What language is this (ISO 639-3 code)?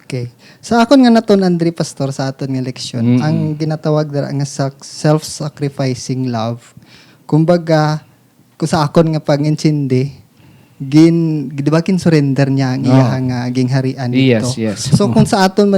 hil